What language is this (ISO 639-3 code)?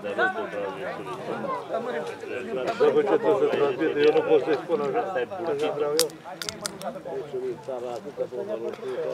ron